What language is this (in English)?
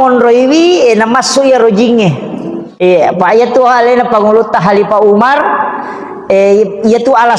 Buginese